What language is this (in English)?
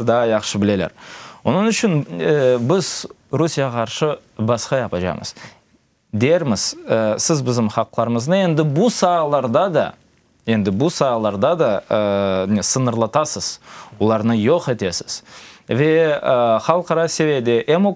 Crimean Tatar